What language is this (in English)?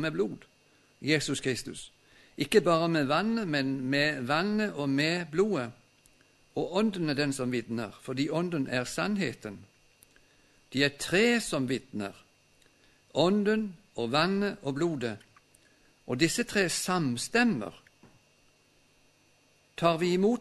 Norwegian